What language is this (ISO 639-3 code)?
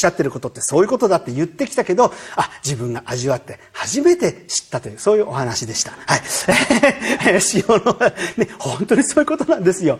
jpn